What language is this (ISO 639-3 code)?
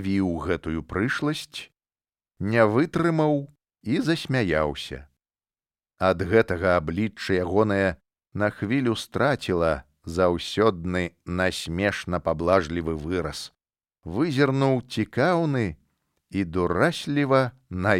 bel